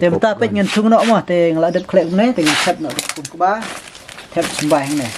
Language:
Khasi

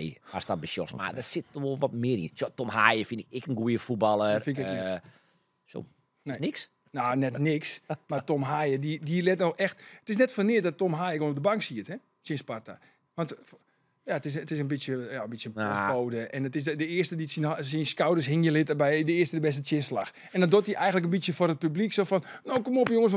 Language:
Western Frisian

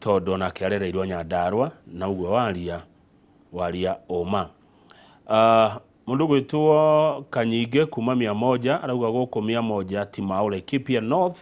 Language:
Kikuyu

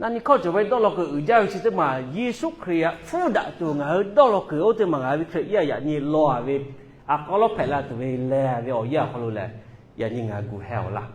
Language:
Lahu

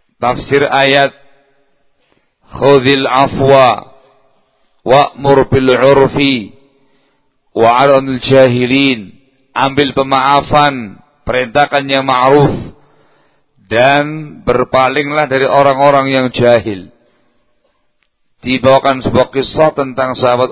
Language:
Indonesian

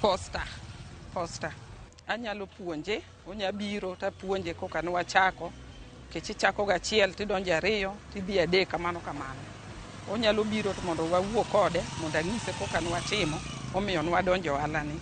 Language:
Luo (Kenya and Tanzania)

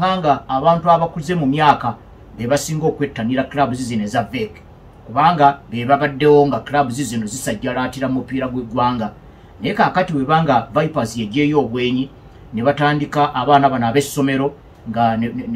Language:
Ganda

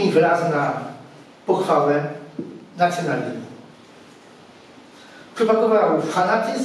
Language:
Polish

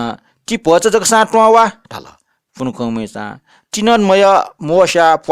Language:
Newari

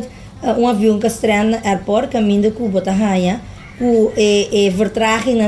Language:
Papiamento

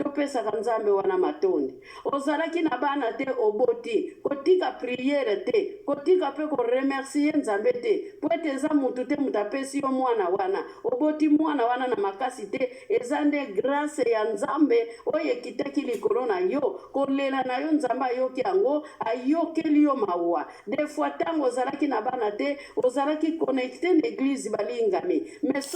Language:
Lingala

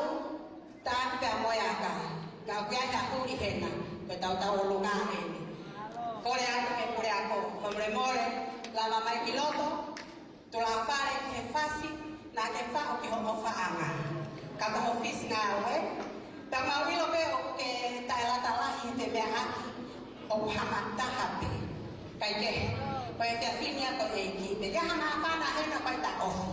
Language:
Tongan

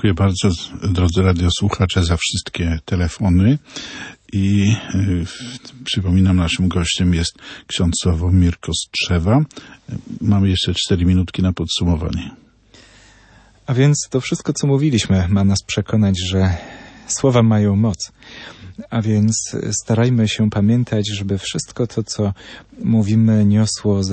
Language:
Polish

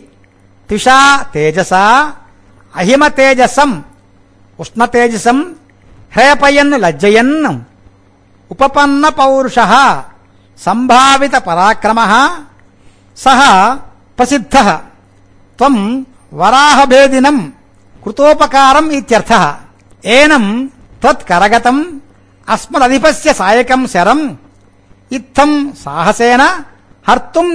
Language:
Sanskrit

